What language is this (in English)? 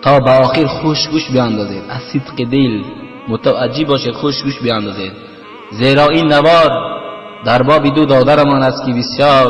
Tajik